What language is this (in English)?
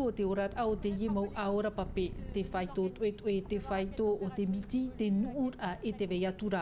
Tahitian